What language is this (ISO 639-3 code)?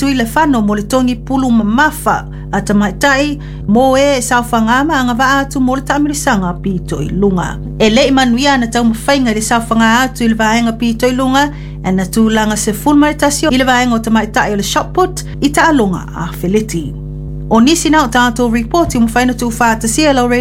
smo